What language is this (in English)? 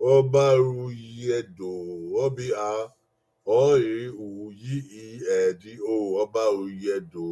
Bini